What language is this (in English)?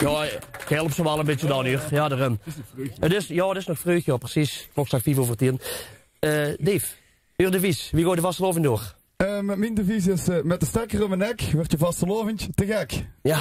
Limburgish